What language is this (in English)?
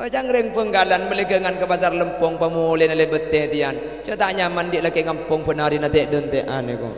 Madurese